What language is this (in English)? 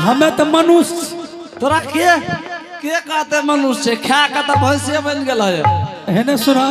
Angika